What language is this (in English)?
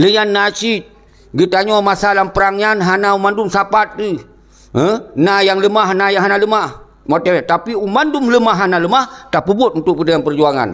Achinese